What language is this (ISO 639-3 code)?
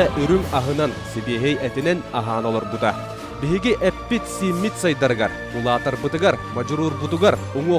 sah